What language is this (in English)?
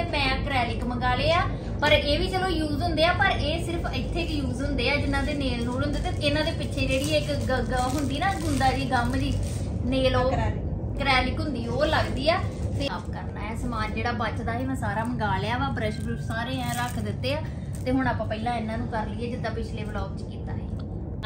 Punjabi